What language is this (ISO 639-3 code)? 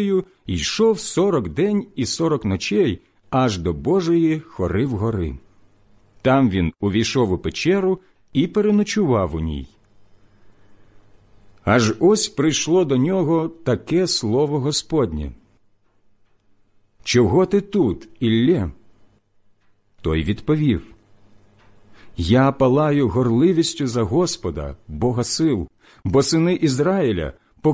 ukr